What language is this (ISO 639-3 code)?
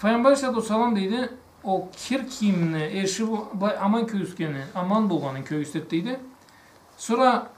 krc